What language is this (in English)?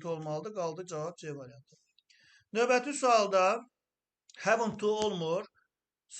Azerbaijani